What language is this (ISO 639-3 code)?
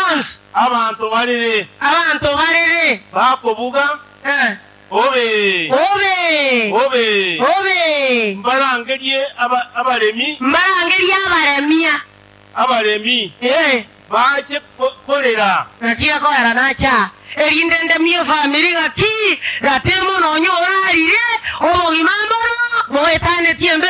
guz